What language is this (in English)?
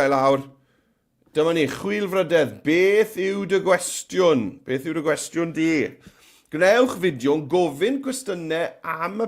Welsh